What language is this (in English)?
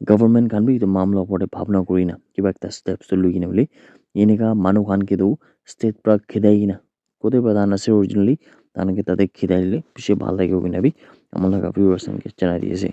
Naga Pidgin